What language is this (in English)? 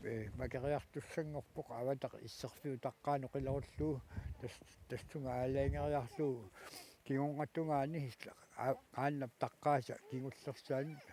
Kalaallisut